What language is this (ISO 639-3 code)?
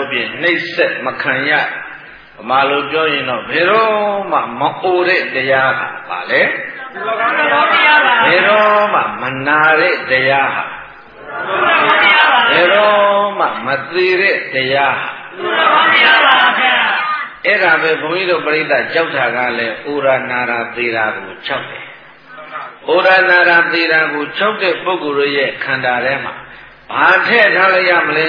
mya